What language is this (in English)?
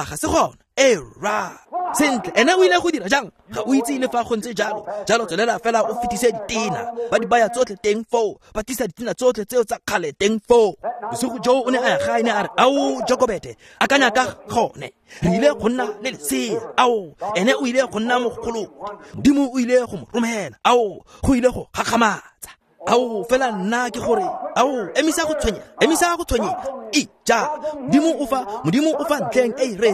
Tswana